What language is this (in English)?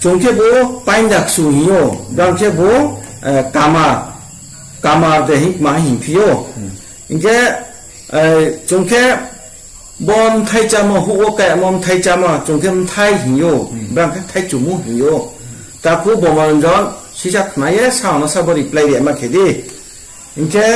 Riang (India)